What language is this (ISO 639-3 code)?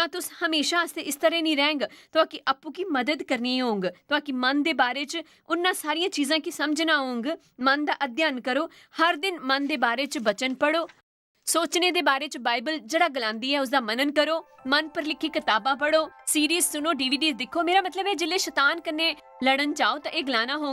doi